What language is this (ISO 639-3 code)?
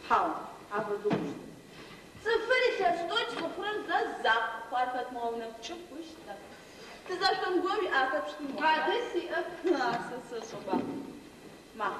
ady